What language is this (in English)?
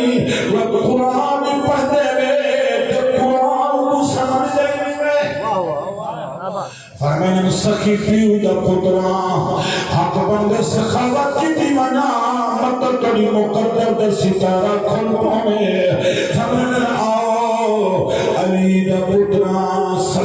Saraiki